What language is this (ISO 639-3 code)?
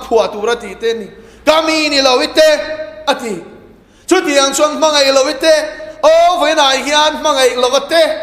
lus